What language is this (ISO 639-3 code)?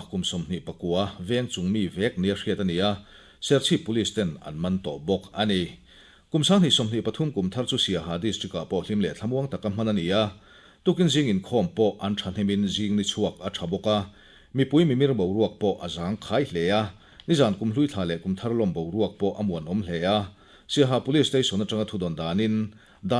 lus